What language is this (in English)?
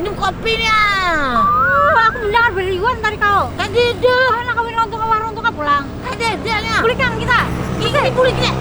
Banjar